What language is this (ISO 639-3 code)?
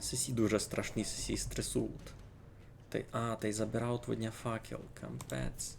rue